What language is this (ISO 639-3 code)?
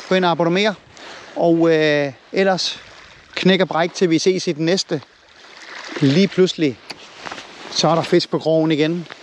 dan